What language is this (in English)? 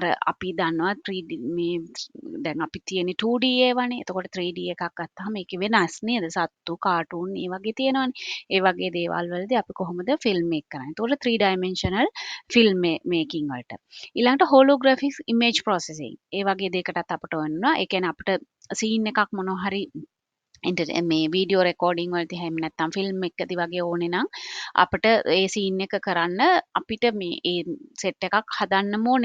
Sinhala